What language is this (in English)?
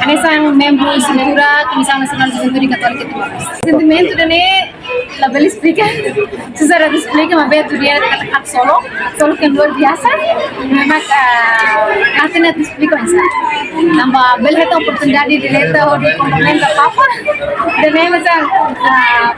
Tetum